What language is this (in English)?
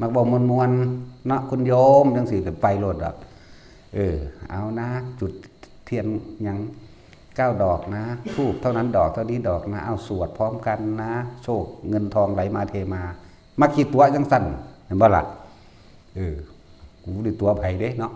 Northeastern Thai